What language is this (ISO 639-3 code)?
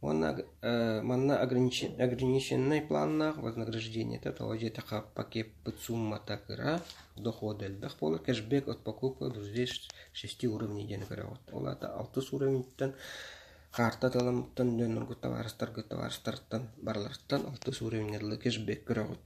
sah